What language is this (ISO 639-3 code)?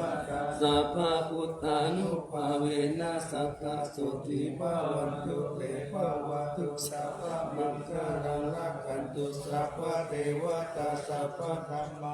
pli